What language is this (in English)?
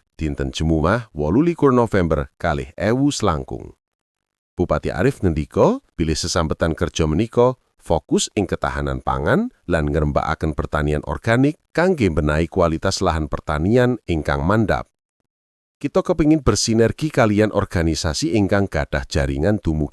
Javanese